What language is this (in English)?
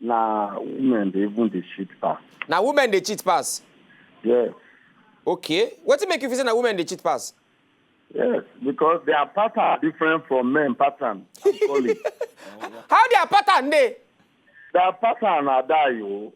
Nigerian Pidgin